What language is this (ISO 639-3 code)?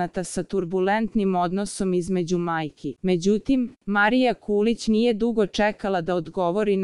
srp